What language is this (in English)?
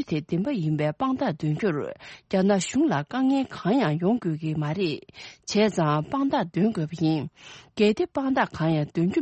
Tibetan